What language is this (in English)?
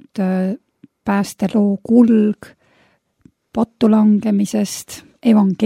Estonian